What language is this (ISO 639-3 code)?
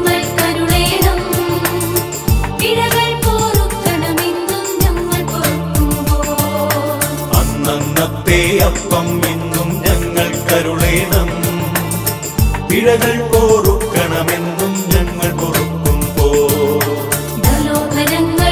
mal